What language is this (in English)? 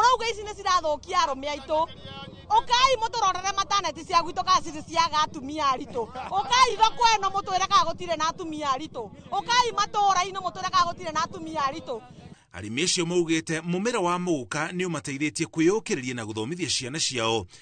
Kikuyu